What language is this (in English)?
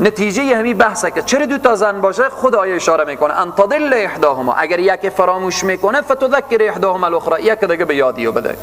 Persian